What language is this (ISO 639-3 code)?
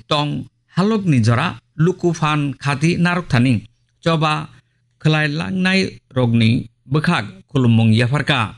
trp